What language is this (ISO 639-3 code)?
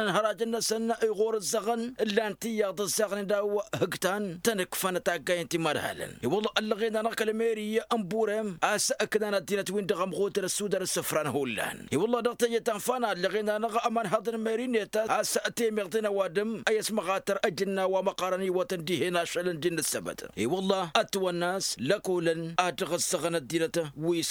taq